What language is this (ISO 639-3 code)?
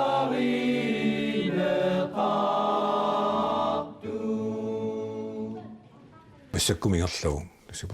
kal